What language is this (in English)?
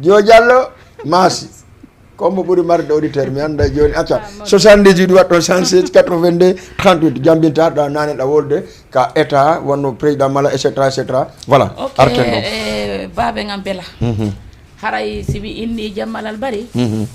Fula